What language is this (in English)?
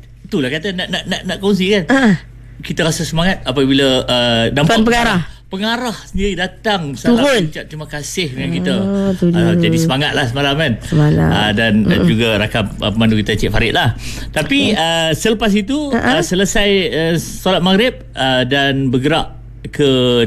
Malay